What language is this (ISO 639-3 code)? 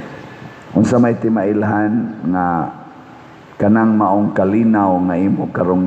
ceb